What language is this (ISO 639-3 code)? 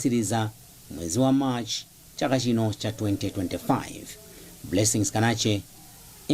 nya